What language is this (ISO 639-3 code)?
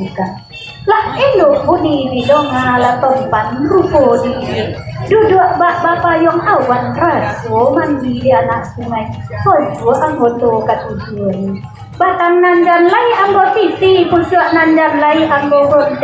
min